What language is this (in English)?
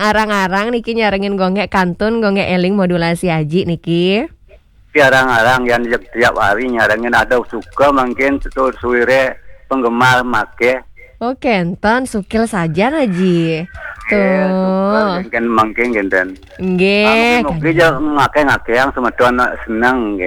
Balinese